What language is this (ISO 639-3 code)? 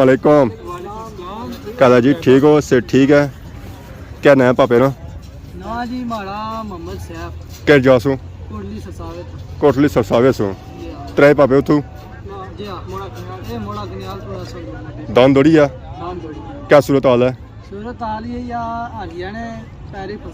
phr